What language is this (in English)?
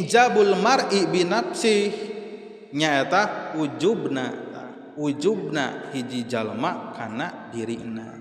Sundanese